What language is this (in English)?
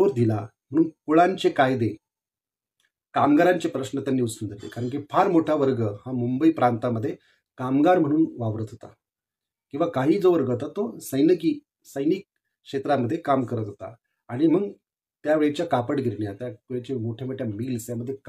Marathi